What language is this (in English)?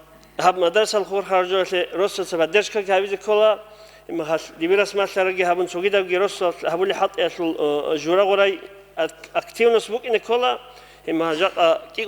Avaric